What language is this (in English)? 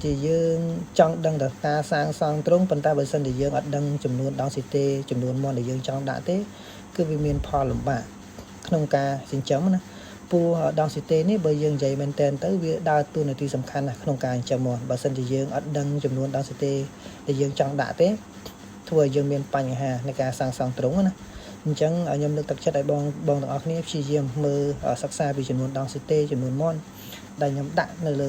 Khmer